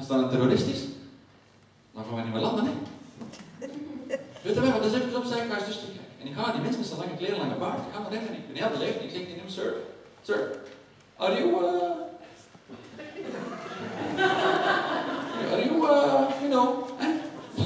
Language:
Dutch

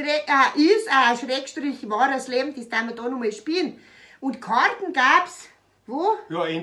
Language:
Bavarian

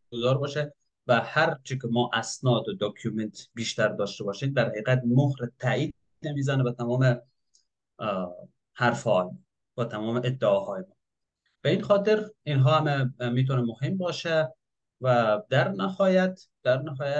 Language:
Persian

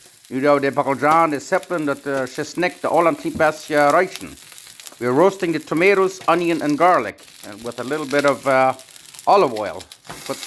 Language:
Plautdietsch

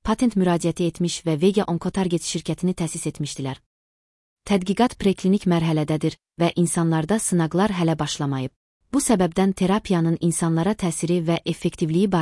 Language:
Azerbaijani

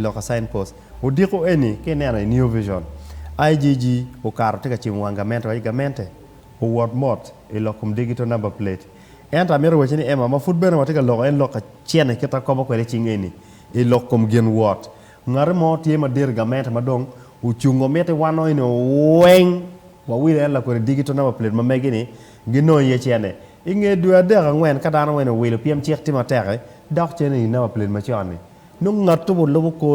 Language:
Acoli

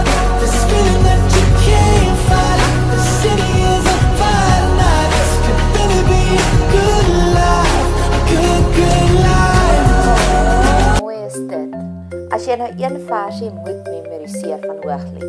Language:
Afrikaans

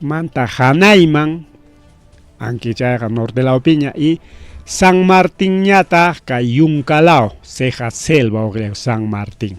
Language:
Ayacucho Quechua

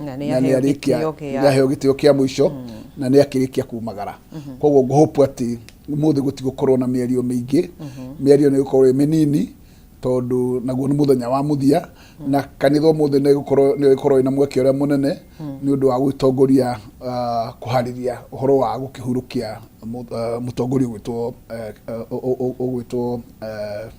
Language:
Kikuyu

